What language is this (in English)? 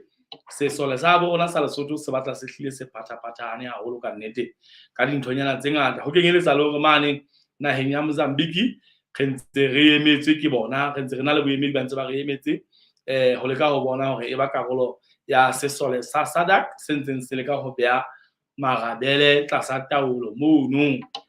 Southern Sotho